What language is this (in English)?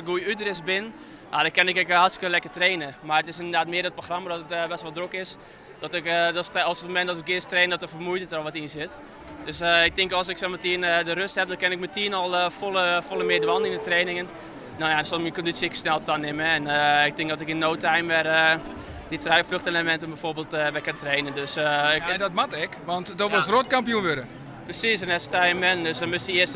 Western Frisian